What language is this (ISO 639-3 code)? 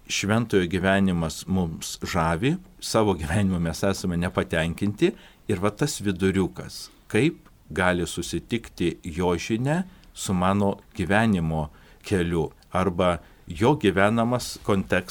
lit